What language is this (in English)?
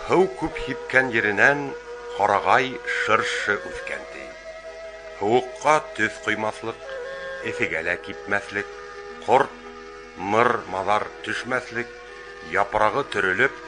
Bashkir